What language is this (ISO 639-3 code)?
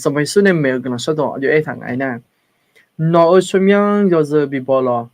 ahk